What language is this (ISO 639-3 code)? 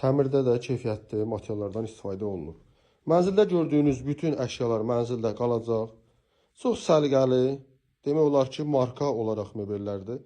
aze